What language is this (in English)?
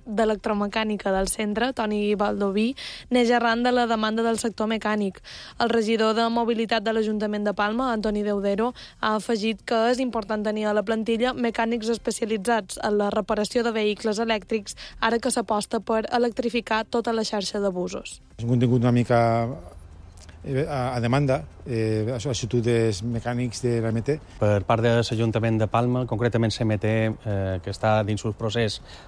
Catalan